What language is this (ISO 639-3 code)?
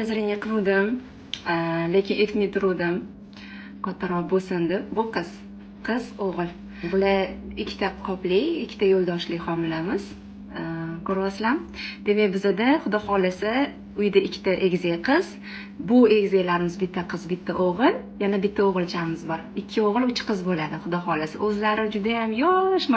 uzb